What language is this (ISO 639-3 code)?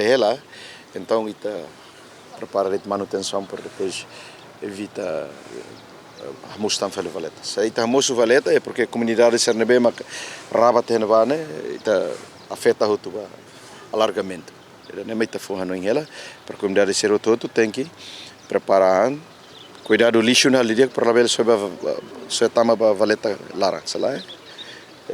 tet